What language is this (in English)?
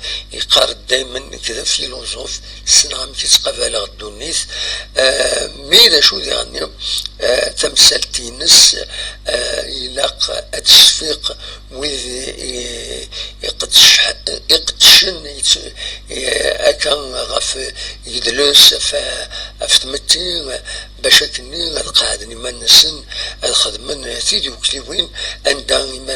Kabyle